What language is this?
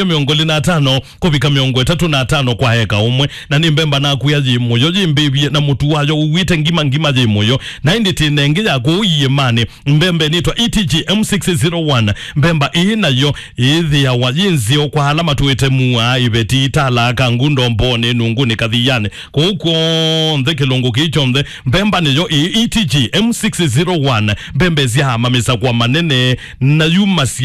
Kamba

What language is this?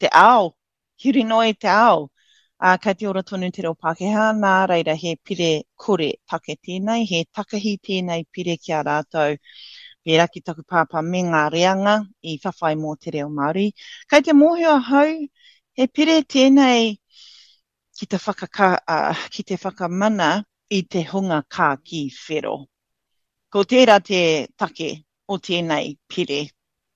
Māori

